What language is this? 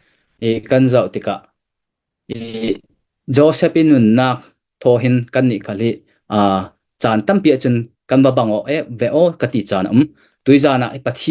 Falam Chin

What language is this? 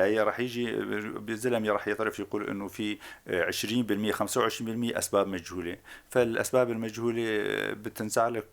North Levantine Arabic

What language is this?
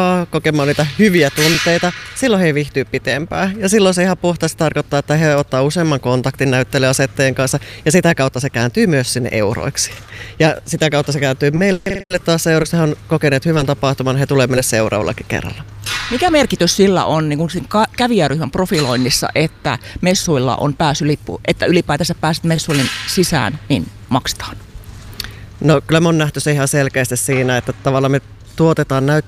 Finnish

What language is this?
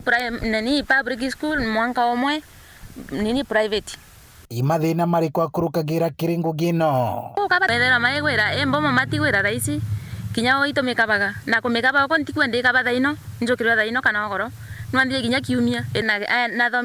Meru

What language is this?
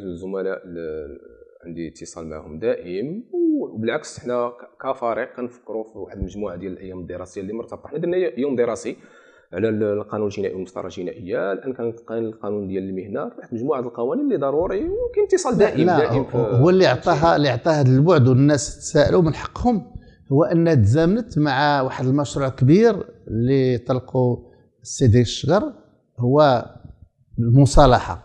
Moroccan Arabic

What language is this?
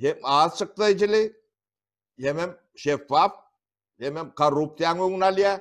Turkmen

